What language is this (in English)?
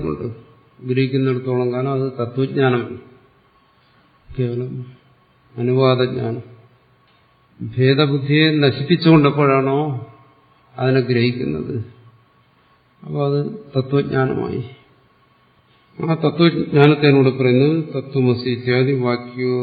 Malayalam